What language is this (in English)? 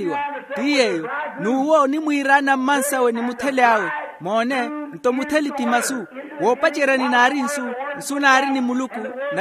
Makhuwa